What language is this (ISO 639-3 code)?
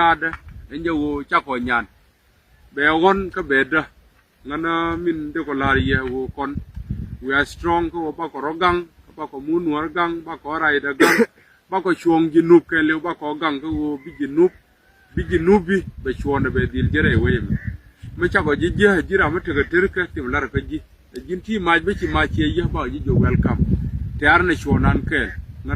nus